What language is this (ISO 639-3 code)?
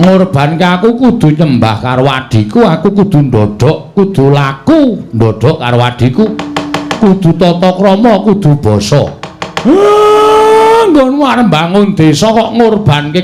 jav